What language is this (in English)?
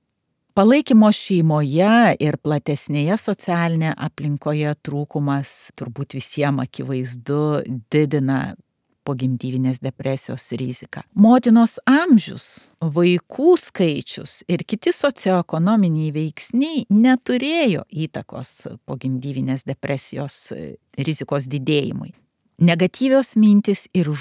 Lithuanian